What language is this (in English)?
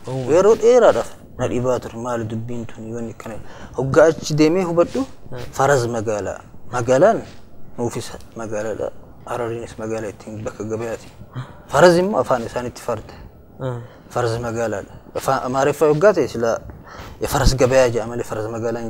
Oromo